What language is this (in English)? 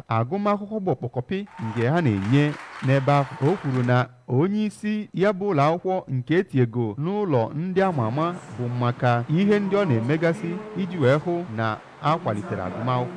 Igbo